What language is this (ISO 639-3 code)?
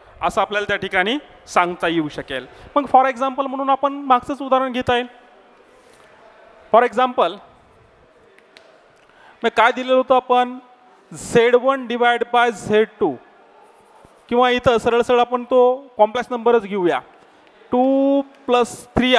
mar